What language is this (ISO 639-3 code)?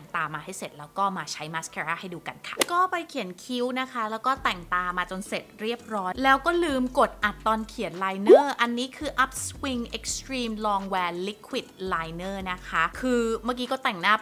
tha